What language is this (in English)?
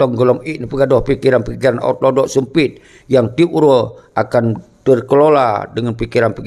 Achinese